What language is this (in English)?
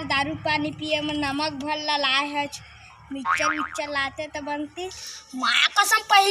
Chhattisgarhi